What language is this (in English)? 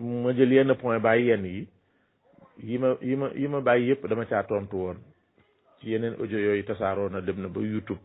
Wolof